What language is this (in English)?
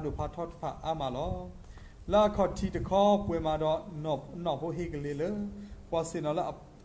S'gaw Karen